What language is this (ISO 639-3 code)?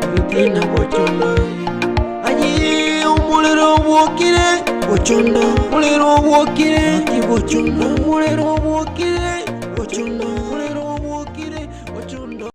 guz